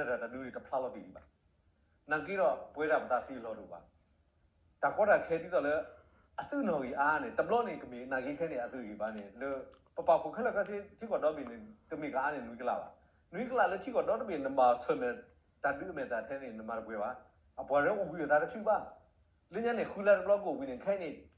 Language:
S'gaw Karen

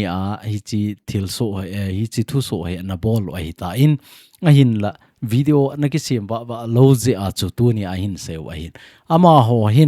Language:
Thado Chin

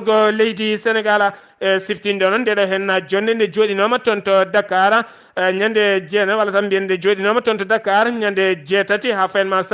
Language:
Fula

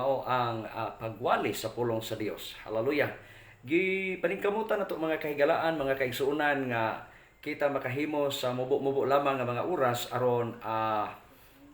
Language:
Cebuano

